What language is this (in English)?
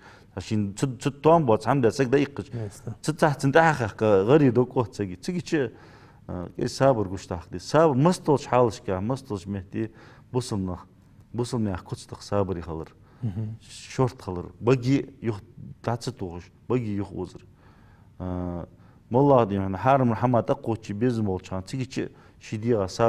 Ingush